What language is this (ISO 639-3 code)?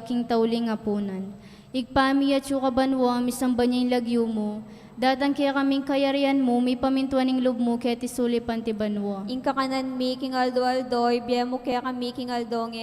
pam